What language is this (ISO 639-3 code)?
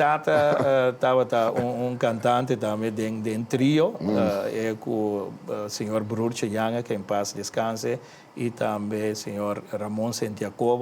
pap